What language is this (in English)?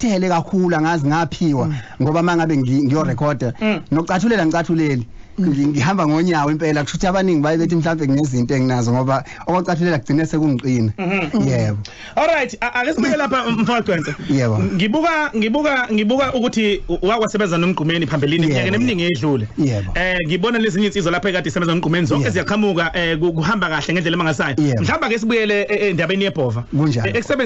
Zulu